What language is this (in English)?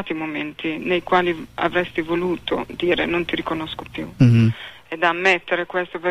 Italian